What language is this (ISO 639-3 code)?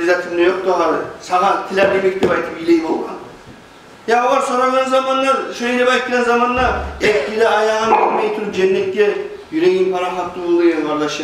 kum